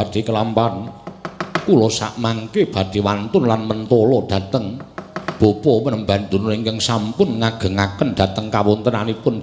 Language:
Javanese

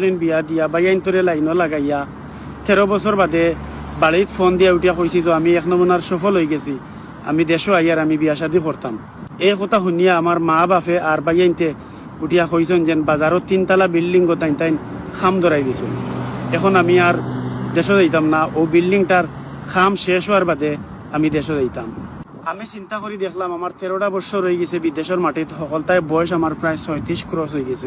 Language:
Sylheti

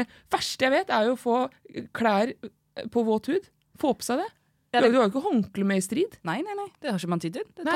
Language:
Norwegian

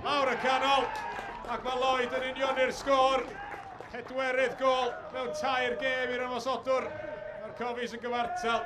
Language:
Welsh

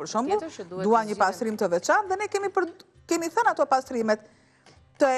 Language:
Albanian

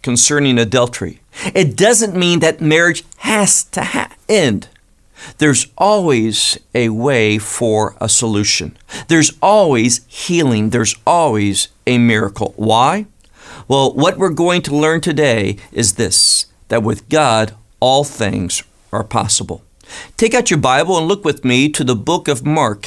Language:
English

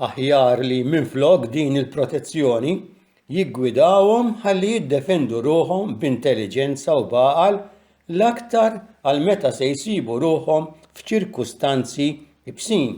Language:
Maltese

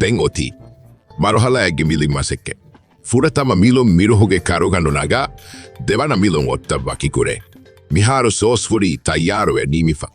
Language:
Divehi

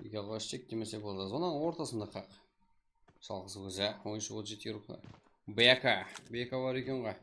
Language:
Kara-Kalpak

